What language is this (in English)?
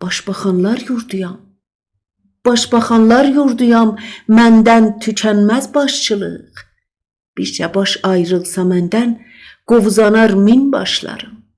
South Azerbaijani